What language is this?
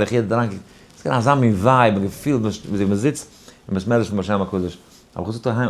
Yiddish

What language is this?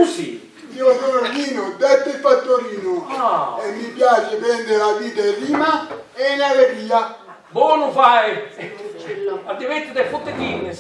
Sicilian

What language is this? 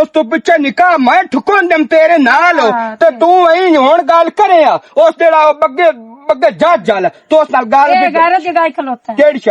Western Panjabi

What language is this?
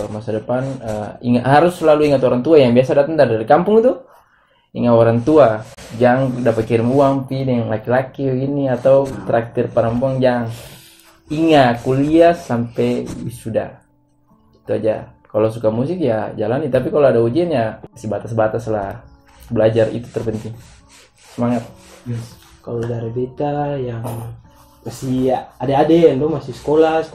Ambonese Malay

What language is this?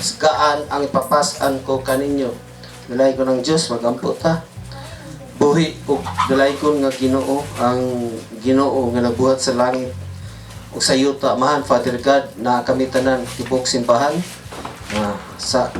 Cebuano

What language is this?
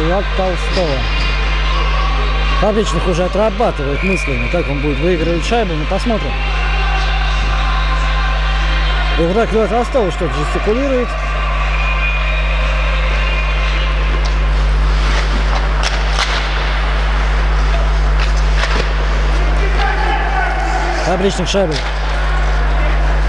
Russian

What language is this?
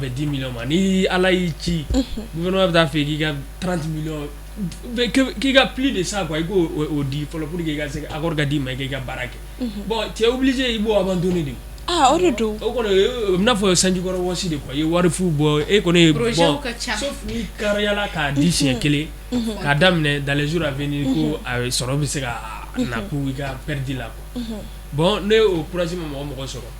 Bambara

